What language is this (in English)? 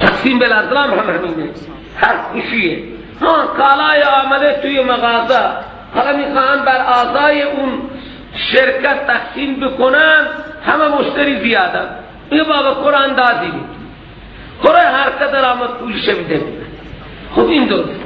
Persian